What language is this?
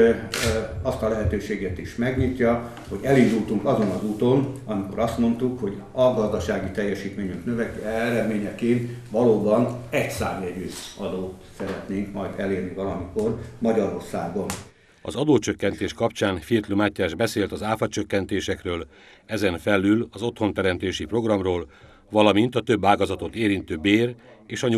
Hungarian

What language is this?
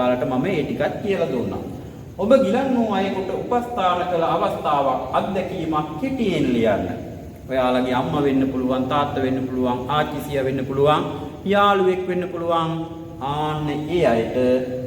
Sinhala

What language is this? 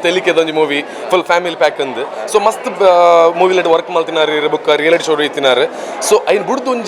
Tulu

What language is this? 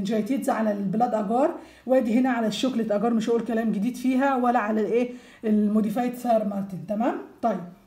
Egyptian Arabic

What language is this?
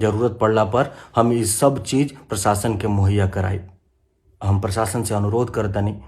Bhojpuri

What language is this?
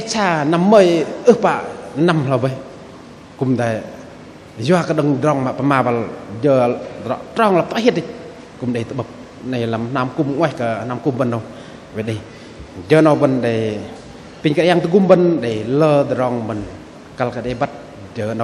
Bahnar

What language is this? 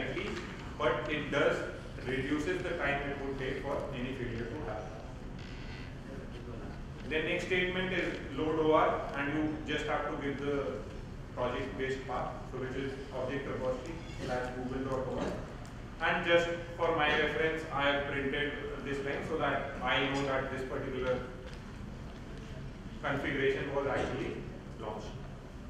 English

